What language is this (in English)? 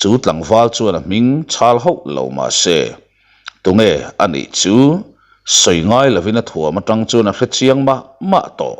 Mizo